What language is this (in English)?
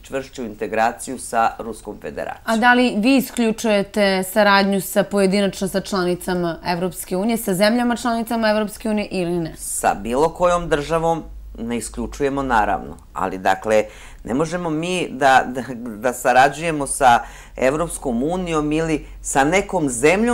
Serbian